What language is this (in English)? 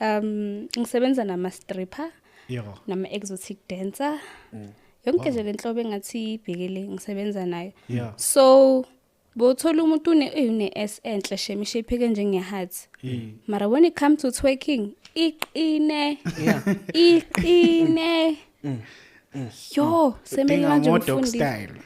Zulu